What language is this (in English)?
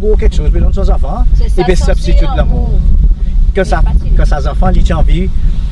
Seselwa Creole French